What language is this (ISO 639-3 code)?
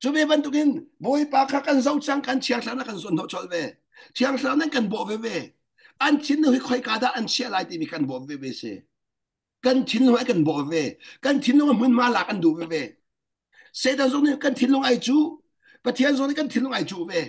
cnh